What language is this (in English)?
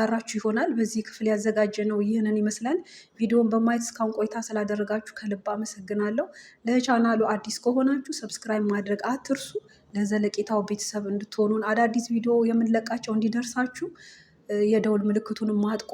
Amharic